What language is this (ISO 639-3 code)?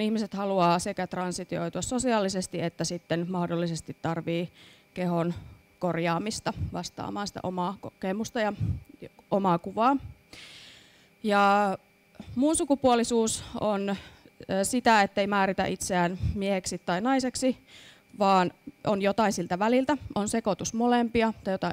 fin